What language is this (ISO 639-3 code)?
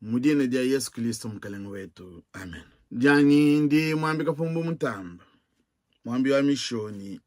lua